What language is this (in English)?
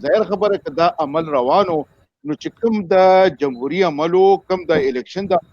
Pashto